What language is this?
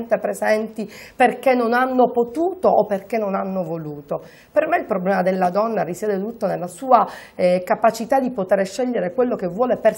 Italian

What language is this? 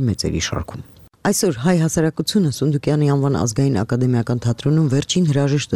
Armenian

